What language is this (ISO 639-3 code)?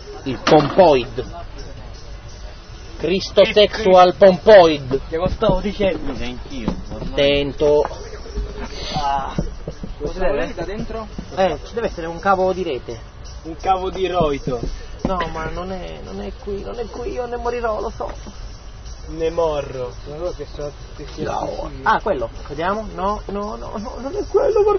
ita